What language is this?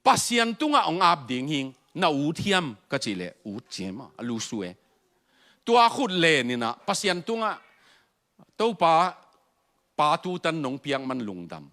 Tedim Chin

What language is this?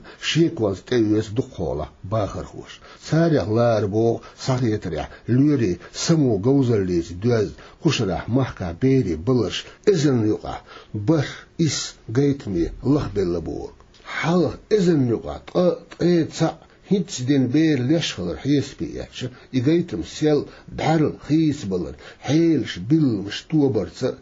Chechen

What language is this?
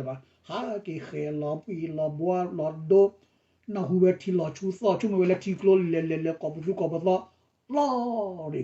S'gaw Karen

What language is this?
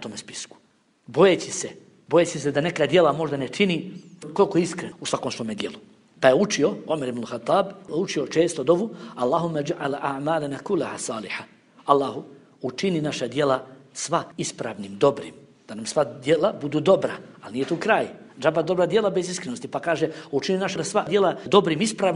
Bosnian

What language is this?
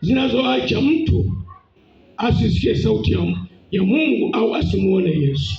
Swahili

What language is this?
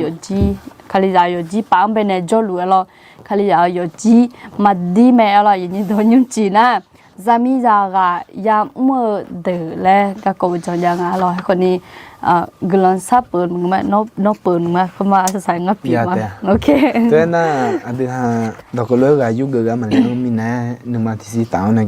Akha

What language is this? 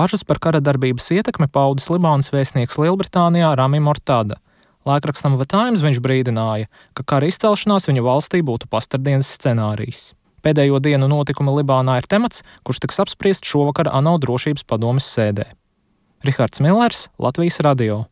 Latvian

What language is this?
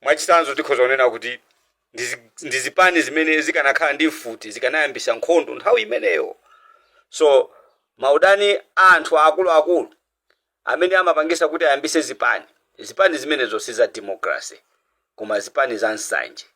Nyanja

